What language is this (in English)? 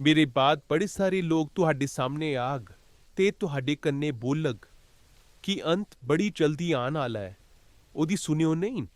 Dogri